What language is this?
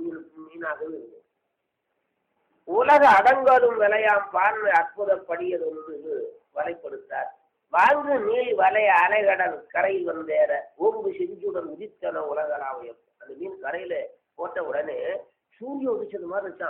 Tamil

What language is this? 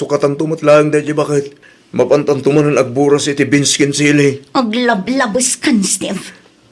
Iloko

